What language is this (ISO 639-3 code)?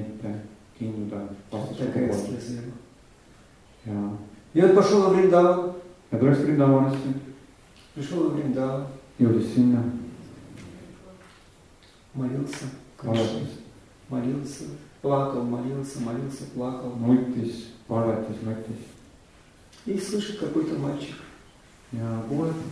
est